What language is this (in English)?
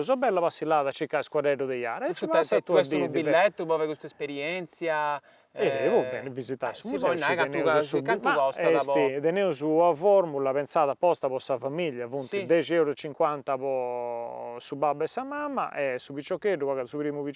Sardinian